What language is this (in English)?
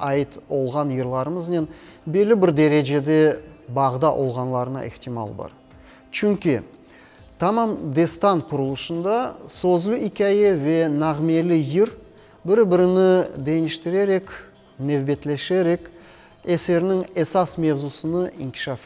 Crimean Tatar